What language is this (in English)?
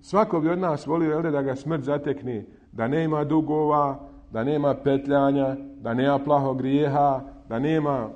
Bosnian